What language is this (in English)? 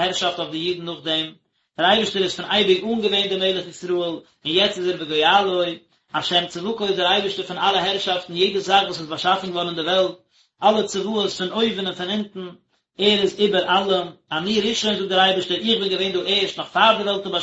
Yiddish